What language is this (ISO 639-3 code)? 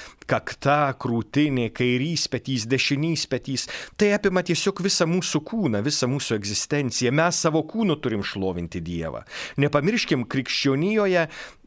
lit